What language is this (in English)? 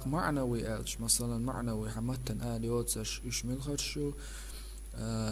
Chechen